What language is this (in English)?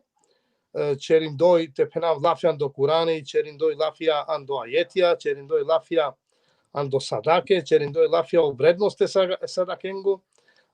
Balkan Romani